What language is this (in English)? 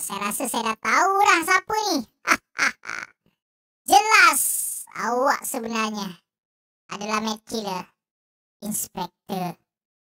Malay